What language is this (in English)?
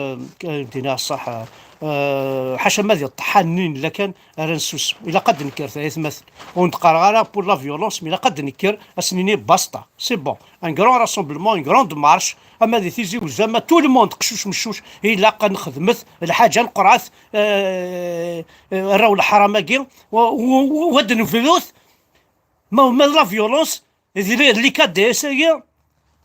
Kabyle